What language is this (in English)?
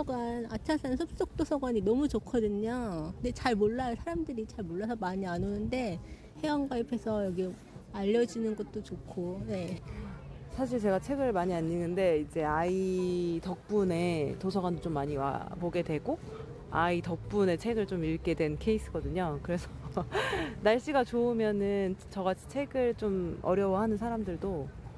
Korean